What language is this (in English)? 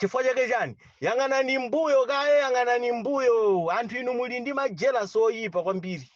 Nyanja